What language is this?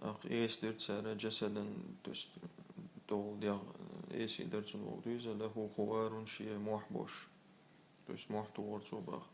Chechen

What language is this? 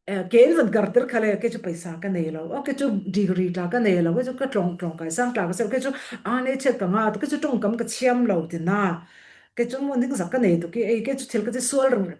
Falam Chin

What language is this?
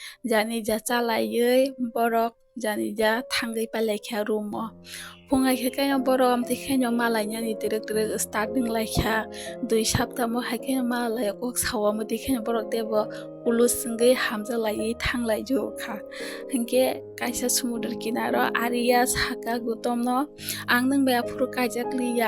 Kok Borok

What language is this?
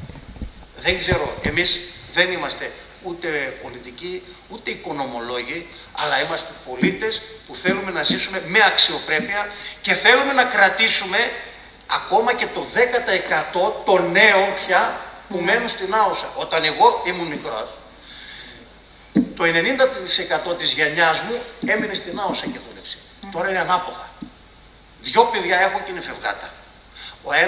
Greek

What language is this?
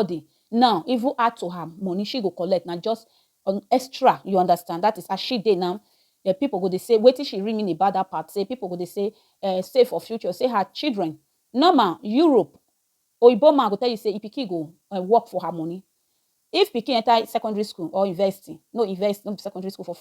Nigerian Pidgin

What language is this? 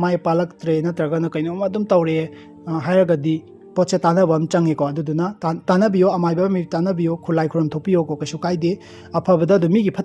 Manipuri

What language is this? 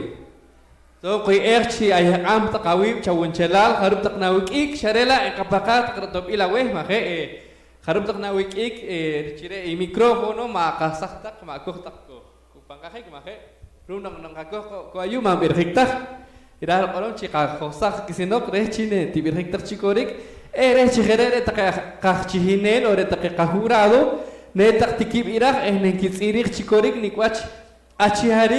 Poqomchi'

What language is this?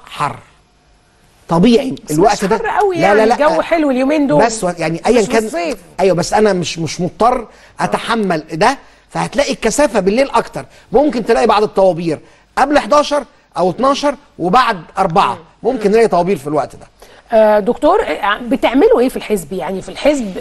Egyptian Arabic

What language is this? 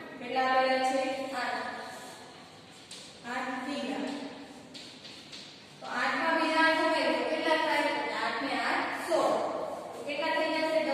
Gujarati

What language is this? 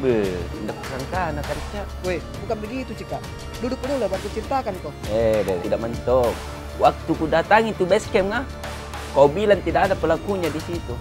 Makassar Malay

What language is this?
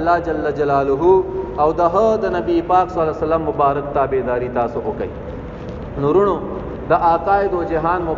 Pashto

